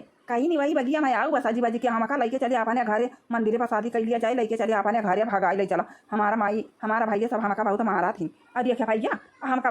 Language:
Awadhi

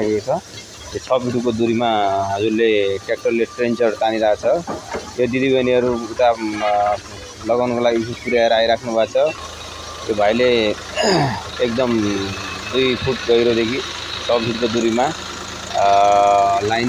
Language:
Nepali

